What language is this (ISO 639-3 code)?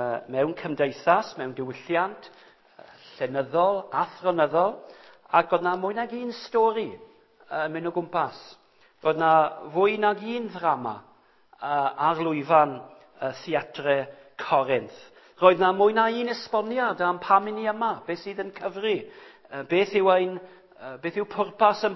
cym